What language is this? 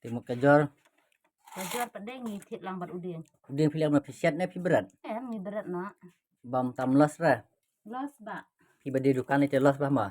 Khasi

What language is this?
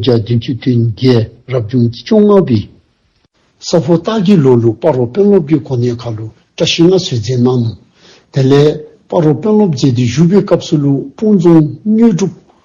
Dzongkha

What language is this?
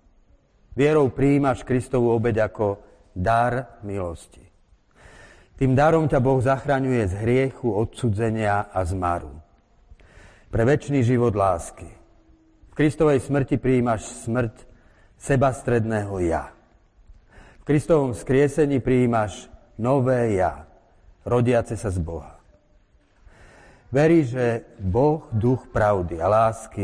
Slovak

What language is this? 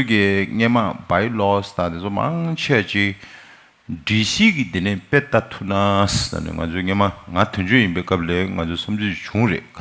Tibetan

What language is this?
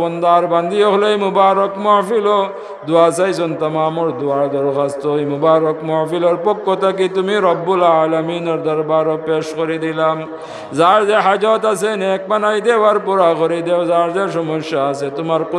Sylheti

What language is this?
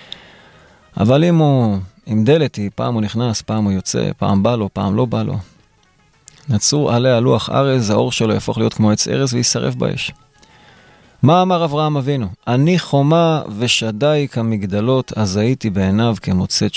Hebrew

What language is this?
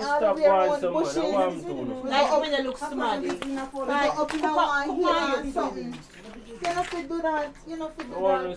Jamaican Creole English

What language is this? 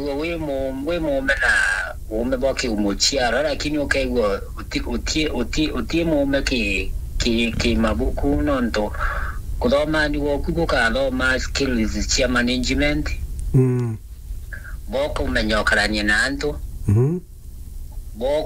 Meru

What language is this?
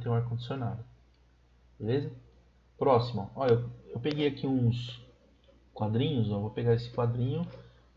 Portuguese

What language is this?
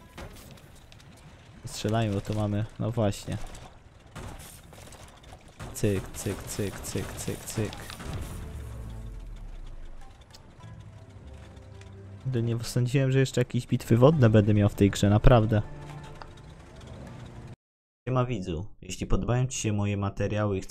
Polish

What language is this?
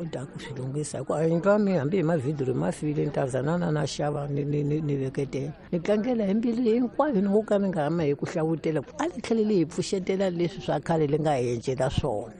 Tsonga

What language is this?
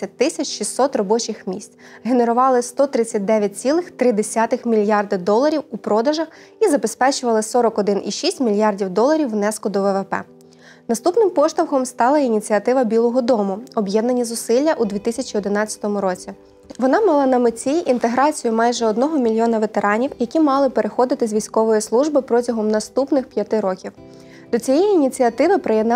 Ukrainian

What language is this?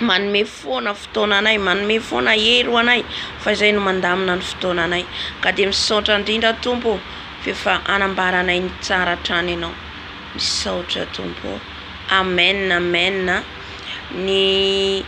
Malagasy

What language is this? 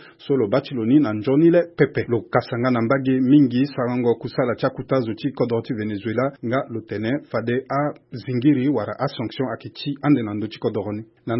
Sango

